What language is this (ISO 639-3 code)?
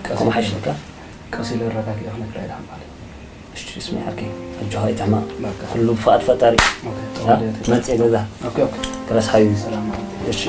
tir